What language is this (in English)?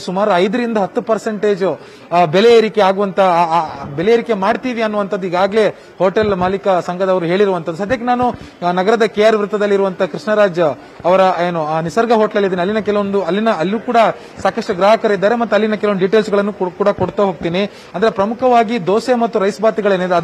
Kannada